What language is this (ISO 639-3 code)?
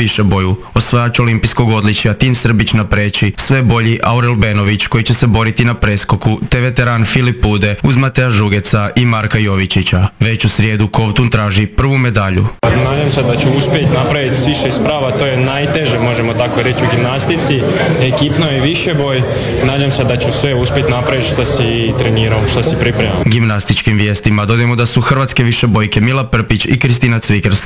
hrv